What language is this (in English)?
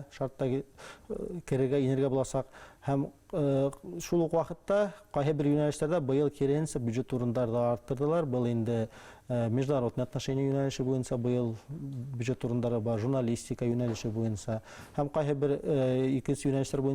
Bashkir